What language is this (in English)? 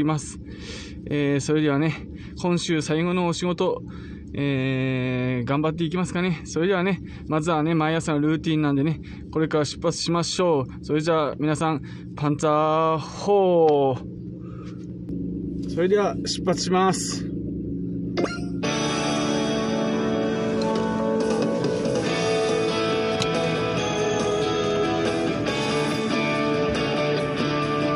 Japanese